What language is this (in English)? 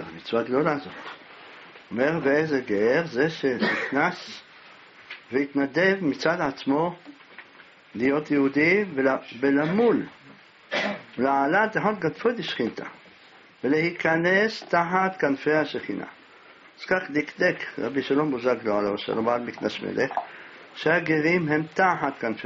Hebrew